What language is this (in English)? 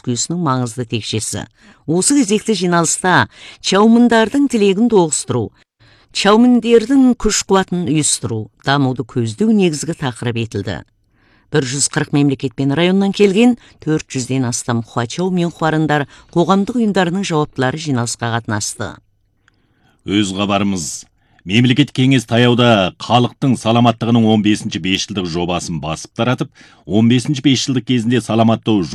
Kazakh